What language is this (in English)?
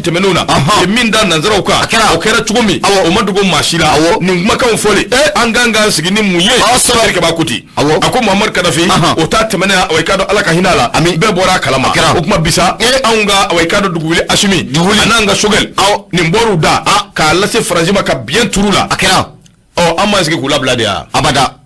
Bambara